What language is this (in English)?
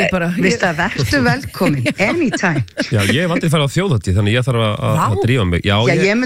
Icelandic